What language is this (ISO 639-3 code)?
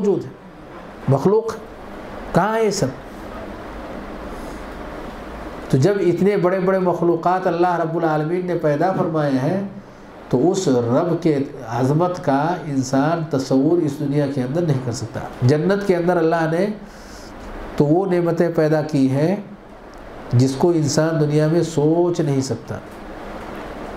urd